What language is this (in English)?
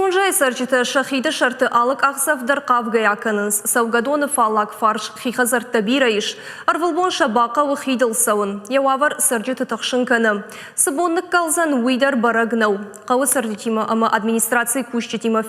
Ossetic